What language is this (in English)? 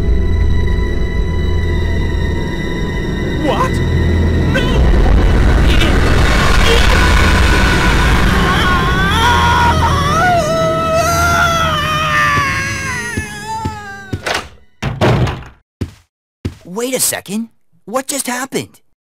English